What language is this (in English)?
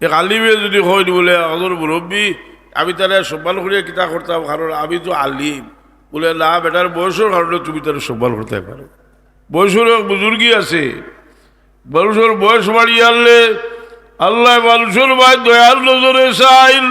Sylheti